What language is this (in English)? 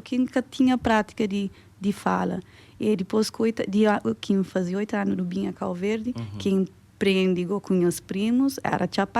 Kabuverdianu